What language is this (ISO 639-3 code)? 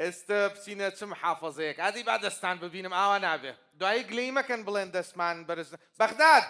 ckb